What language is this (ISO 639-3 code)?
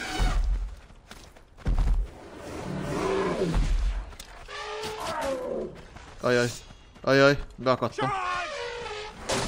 hun